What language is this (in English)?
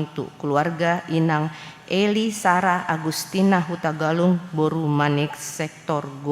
Batak Toba